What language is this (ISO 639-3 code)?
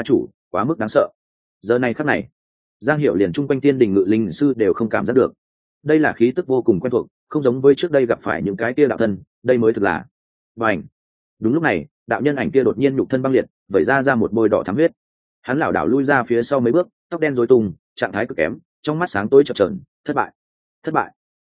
vie